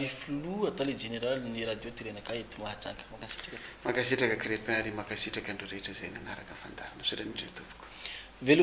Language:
Malagasy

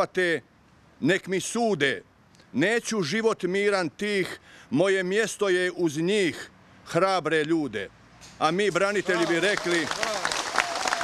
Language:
Croatian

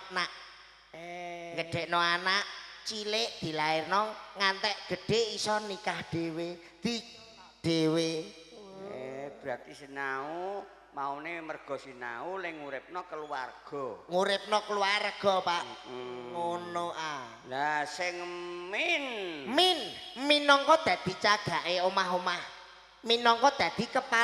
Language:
Javanese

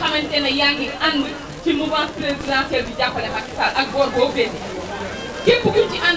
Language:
Wolof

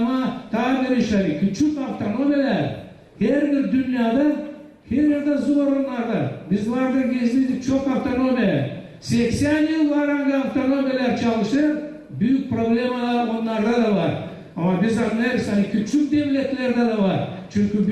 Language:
Gagauz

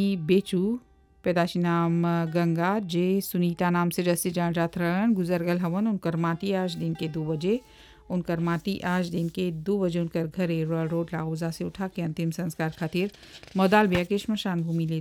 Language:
Bhojpuri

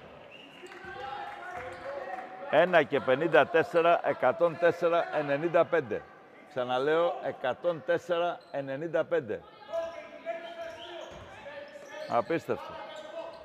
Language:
Greek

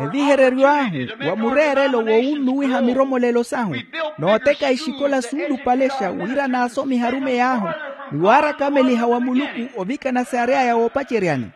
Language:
Makhuwa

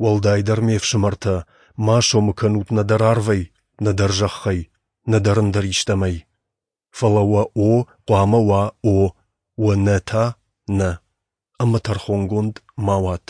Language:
Ossetic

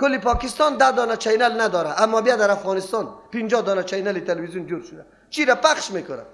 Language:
Persian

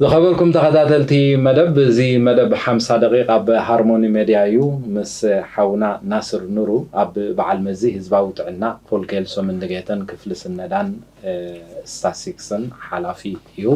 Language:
Tigrinya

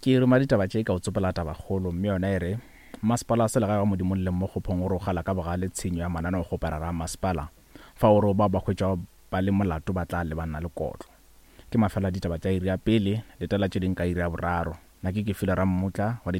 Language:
Northern Sotho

